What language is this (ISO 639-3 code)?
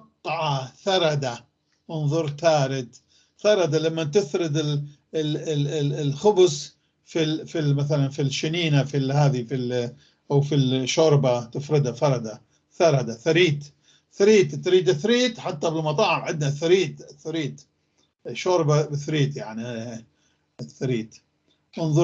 apc